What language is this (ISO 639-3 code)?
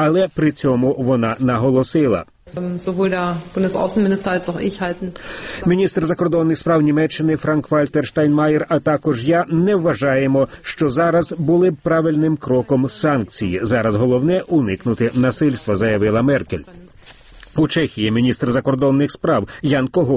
ukr